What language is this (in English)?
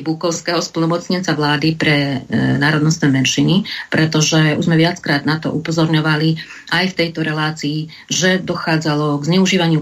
Slovak